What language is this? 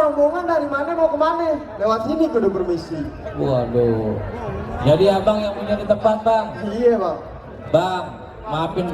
Betawi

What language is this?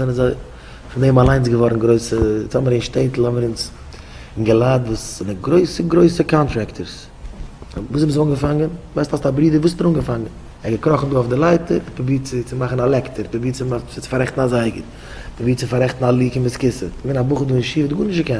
Yiddish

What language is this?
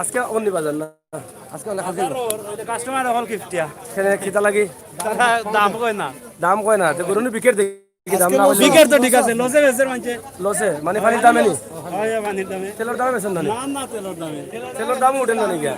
Sylheti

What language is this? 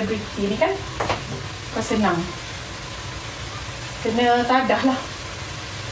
Malay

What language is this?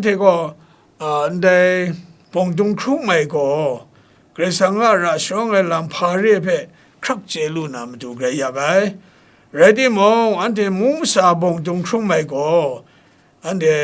Kachin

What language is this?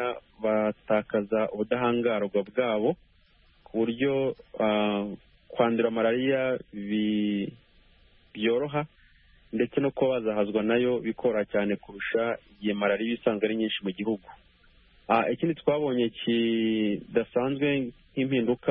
Kinyarwanda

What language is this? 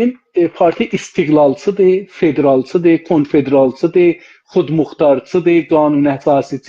South Azerbaijani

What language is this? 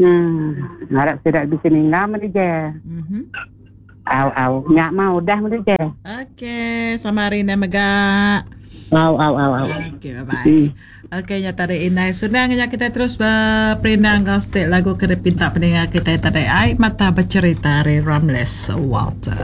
Iban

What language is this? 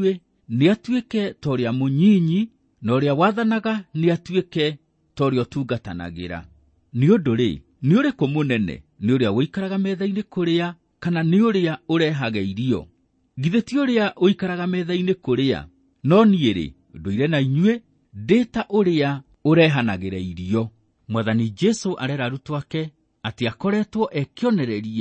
Kikuyu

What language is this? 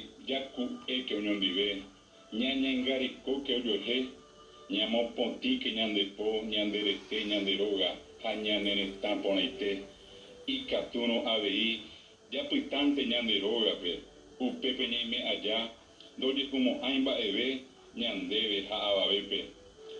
Guarani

